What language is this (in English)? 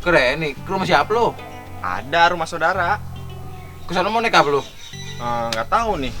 Betawi